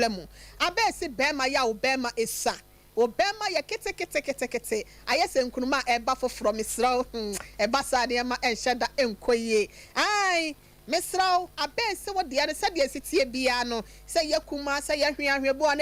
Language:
Akan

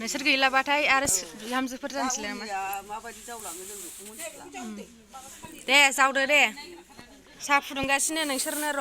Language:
Bodo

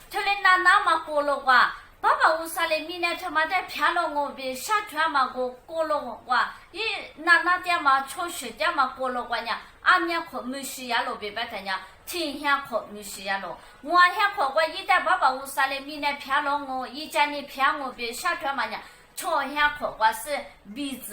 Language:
Lisu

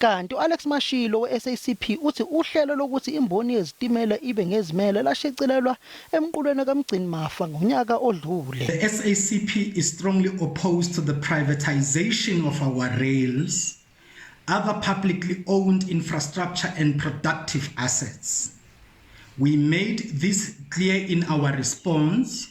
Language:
Zulu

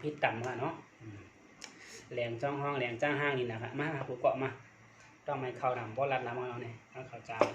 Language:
Shan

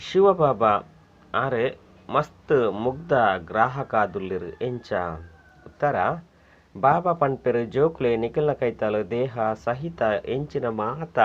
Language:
Tulu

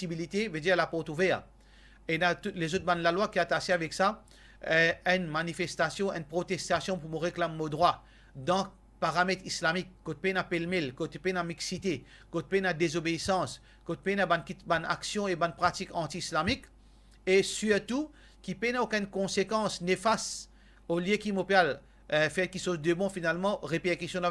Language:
Morisyen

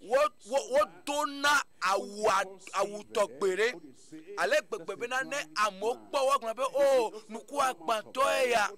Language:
Ewe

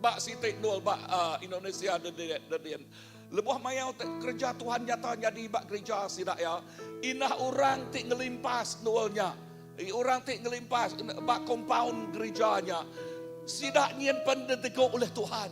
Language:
Iban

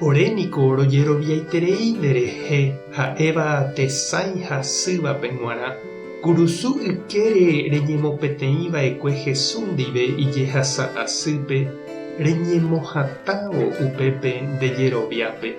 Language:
Guarani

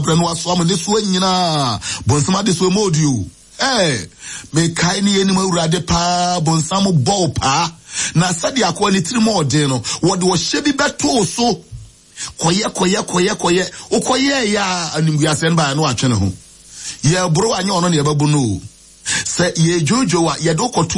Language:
Akan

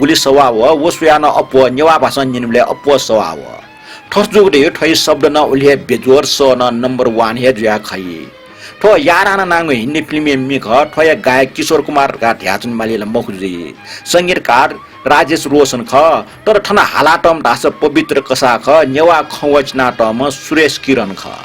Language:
Newari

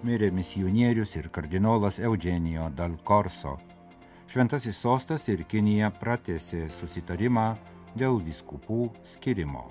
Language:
Lithuanian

